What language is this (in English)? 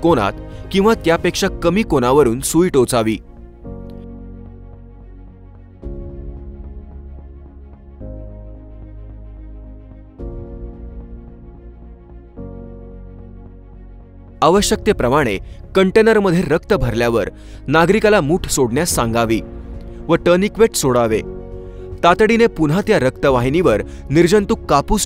Marathi